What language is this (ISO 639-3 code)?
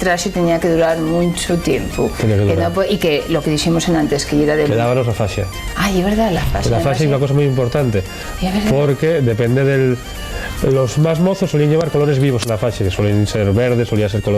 ast